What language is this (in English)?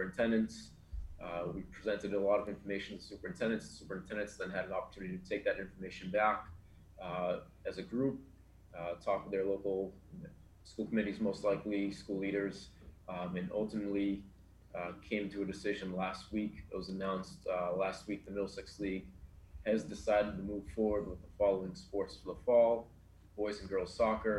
English